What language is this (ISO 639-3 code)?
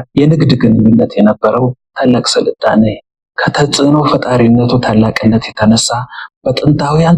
amh